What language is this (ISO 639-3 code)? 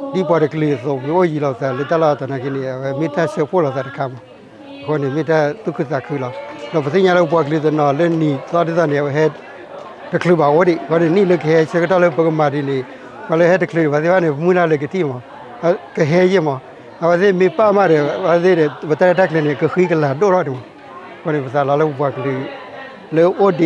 ksw